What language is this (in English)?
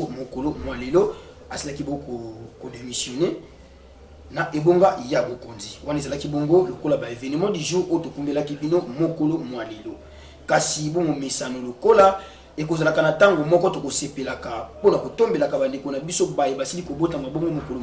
Lingala